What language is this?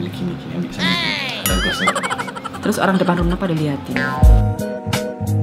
Indonesian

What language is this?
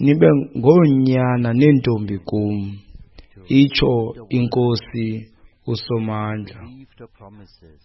Xhosa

